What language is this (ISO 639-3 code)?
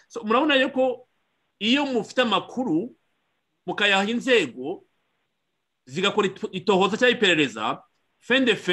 kin